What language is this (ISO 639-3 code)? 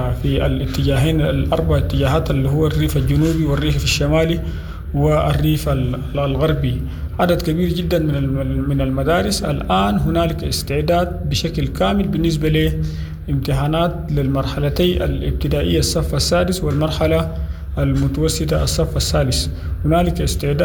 apd